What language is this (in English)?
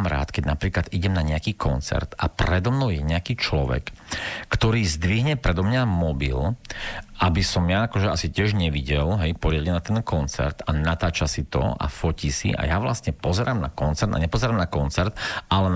Slovak